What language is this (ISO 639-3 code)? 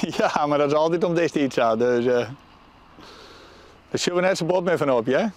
fry